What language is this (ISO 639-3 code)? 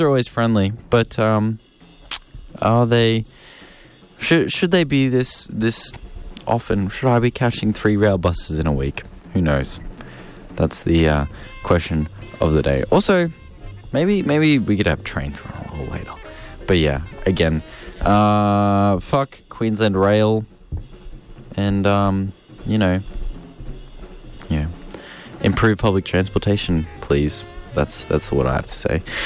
eng